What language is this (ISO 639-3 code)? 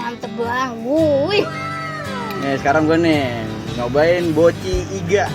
bew